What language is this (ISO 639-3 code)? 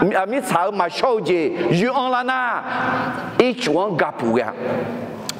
ahk